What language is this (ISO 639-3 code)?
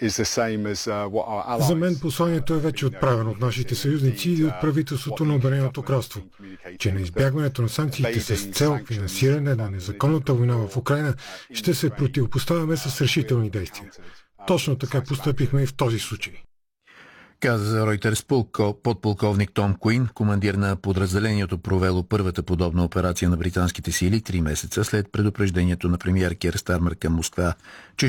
bul